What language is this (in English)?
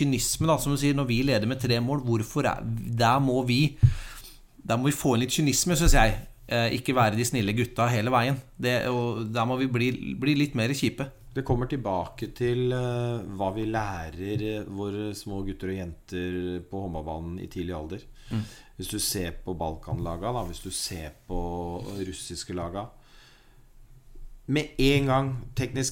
Norwegian